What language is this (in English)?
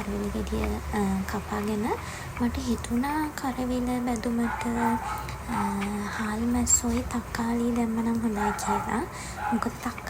Sinhala